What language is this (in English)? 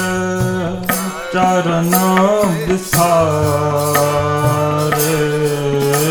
Punjabi